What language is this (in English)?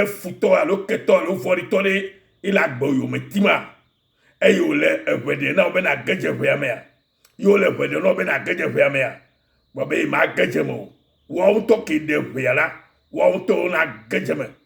Ewe